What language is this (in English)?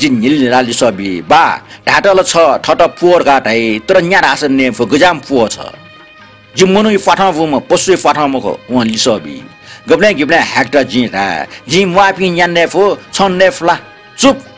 Newari